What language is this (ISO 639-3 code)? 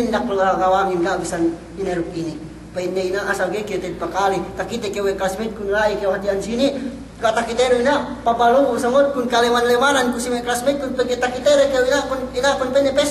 yka